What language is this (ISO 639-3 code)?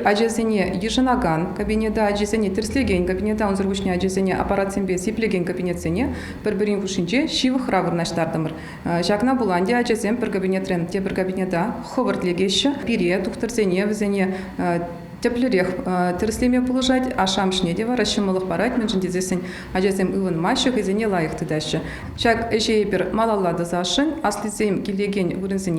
chv